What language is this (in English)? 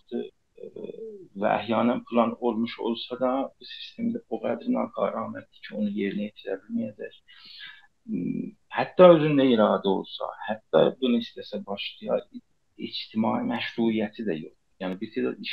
South Azerbaijani